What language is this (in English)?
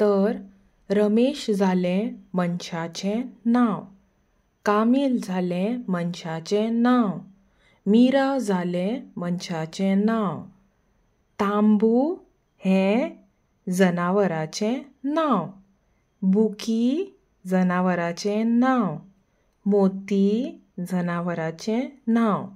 Konkani